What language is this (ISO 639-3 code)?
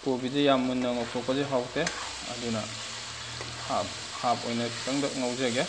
mni